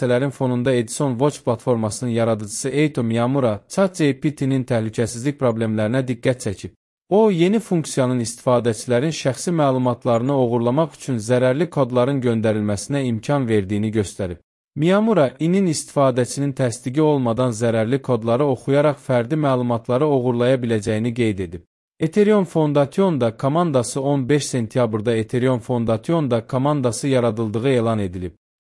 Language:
Azerbaijani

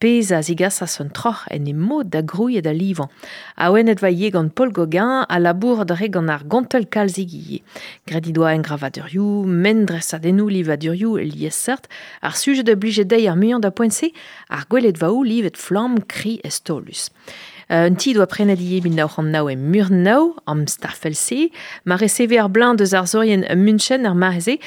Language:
Breton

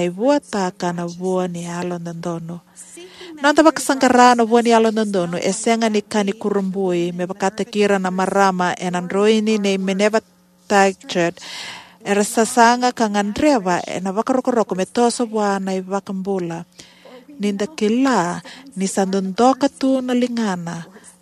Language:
Fijian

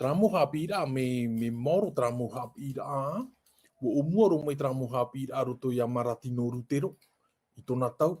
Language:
Tahitian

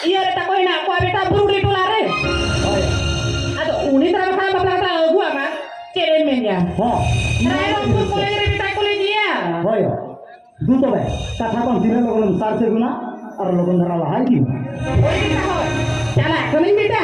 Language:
Santali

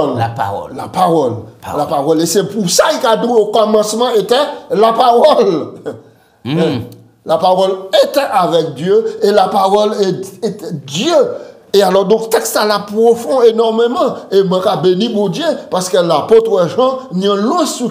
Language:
French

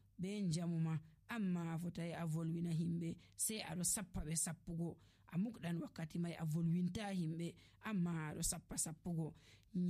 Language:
Nigerian Fulfulde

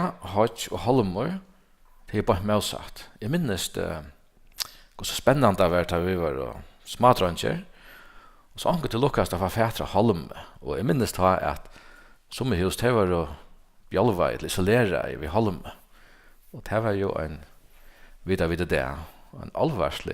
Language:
Faroese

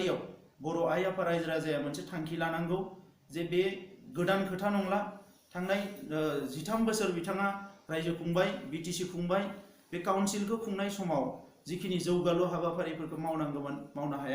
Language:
Bodo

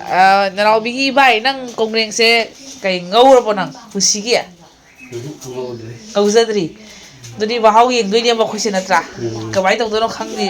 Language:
Manipuri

